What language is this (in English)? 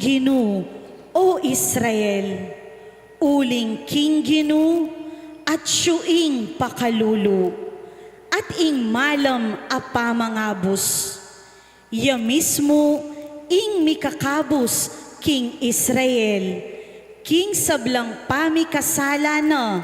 Pampanga